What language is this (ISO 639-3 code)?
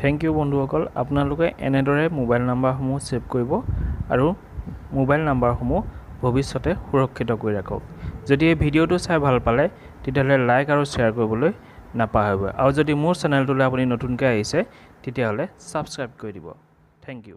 asm